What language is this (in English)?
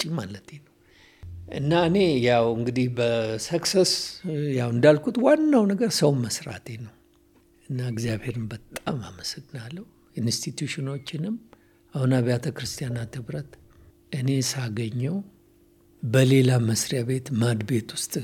Amharic